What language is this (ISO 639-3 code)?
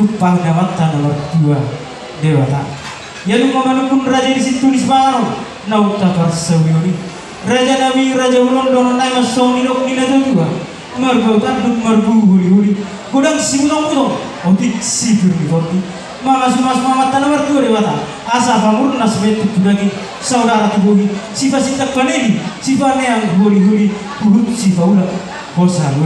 bbc